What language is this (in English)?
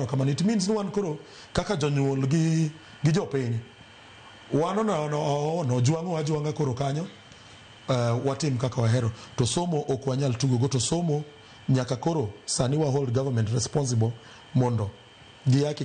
Luo (Kenya and Tanzania)